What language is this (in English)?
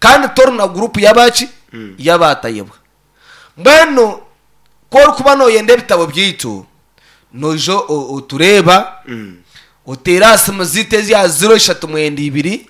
Nyankole